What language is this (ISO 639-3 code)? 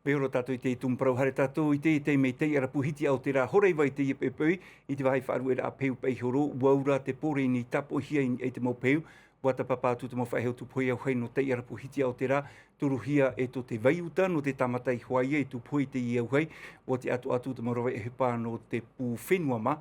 tah